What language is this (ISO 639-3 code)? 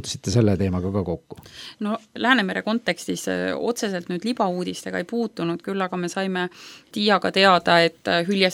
est